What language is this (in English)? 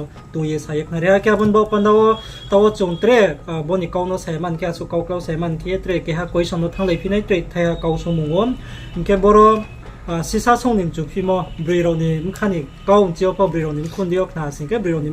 Riang (India)